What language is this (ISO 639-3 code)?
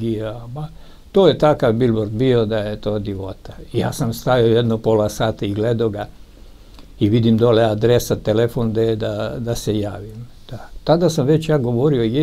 srp